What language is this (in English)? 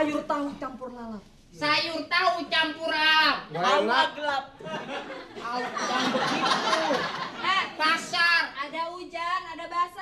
Betawi